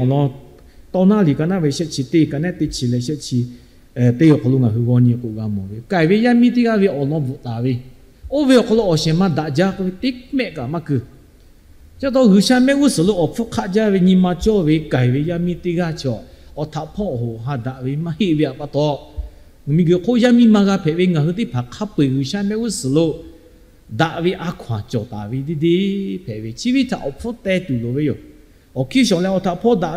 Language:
Lahu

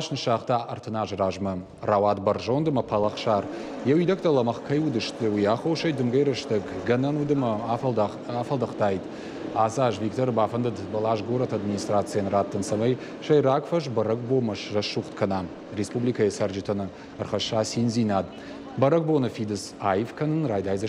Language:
Ossetic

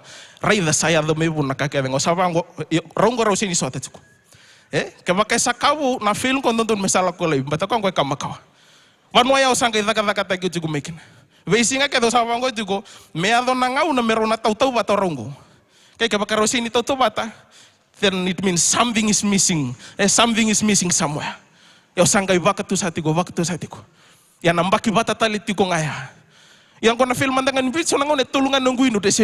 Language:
Fijian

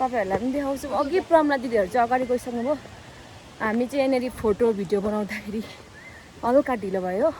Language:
Nepali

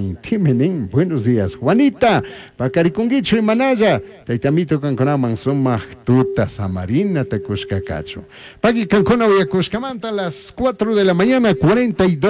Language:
Chimborazo Highland Quichua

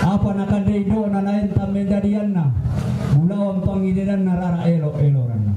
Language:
Toraja-Sa'dan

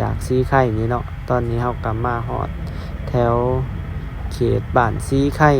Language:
Lao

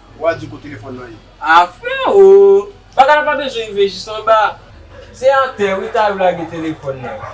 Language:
Haitian Creole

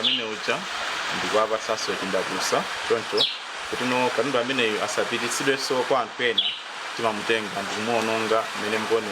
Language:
Nyanja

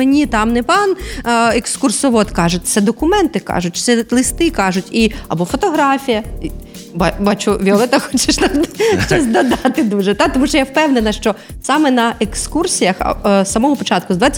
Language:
Ukrainian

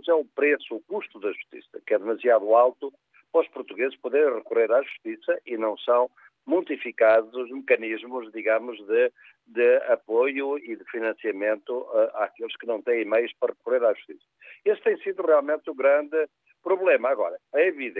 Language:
Portuguese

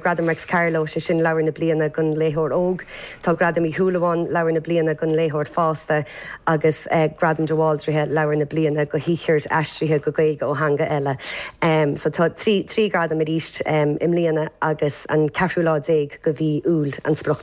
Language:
Irish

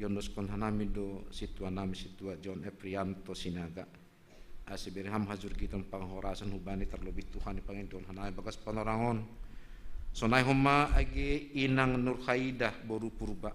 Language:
Batak Simalungun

